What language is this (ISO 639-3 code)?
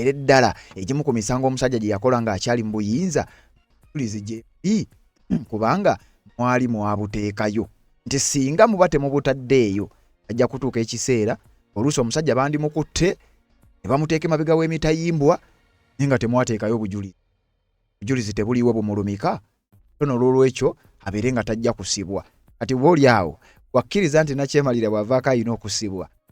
lug